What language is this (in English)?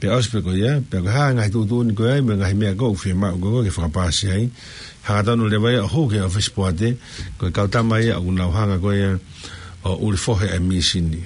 Tongan